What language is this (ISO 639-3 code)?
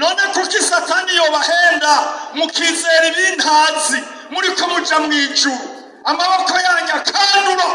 run